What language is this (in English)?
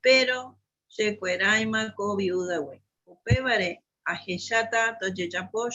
Guarani